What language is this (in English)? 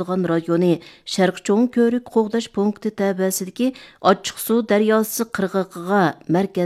Uyghur